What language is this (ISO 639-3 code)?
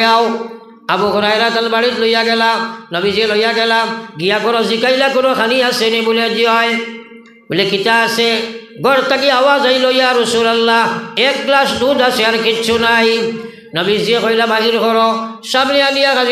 syl